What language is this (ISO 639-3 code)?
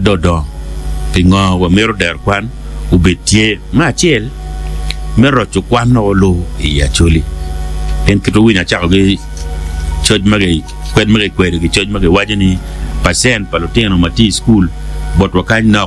ach